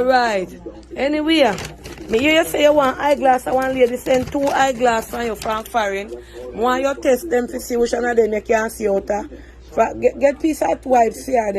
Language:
Jamaican Creole English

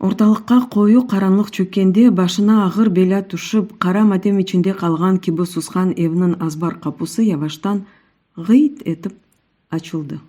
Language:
Crimean Tatar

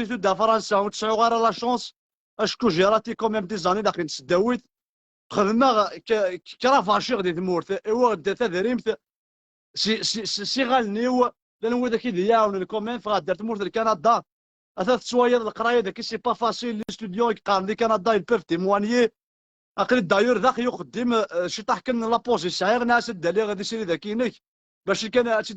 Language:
Kabyle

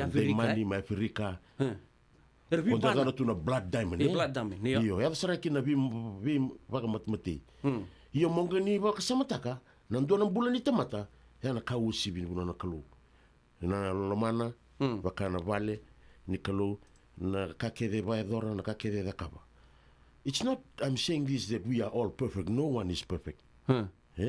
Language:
Fijian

